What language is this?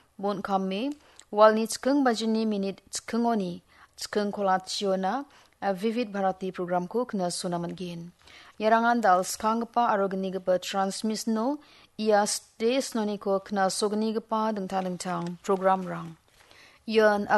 Garo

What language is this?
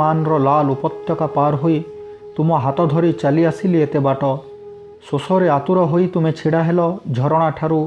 Odia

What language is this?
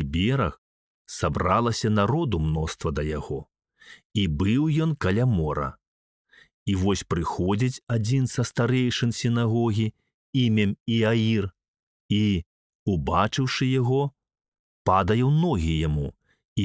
Belarusian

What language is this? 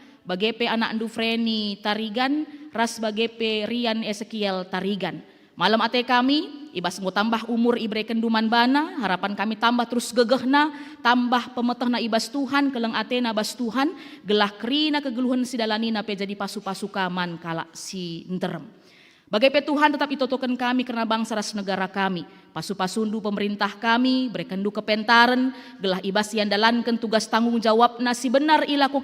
Batak Karo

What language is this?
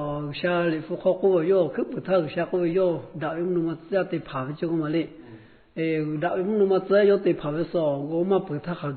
Lahu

